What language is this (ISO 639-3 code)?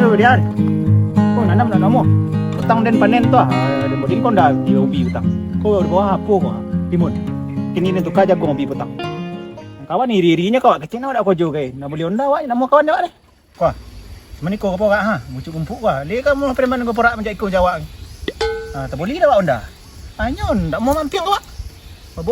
min